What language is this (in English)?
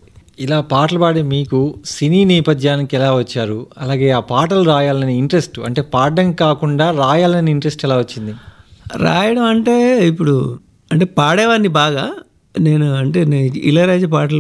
Telugu